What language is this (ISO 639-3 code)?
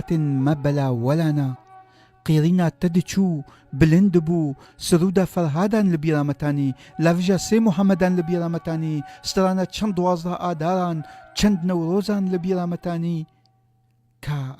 kur